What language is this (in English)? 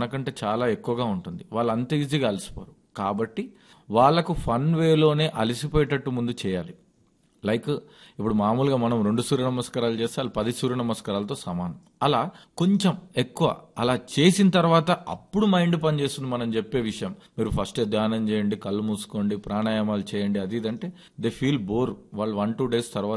Telugu